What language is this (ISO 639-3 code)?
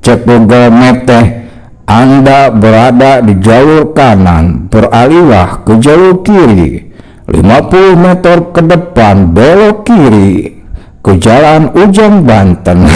sun